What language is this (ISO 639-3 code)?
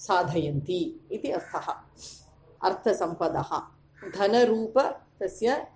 san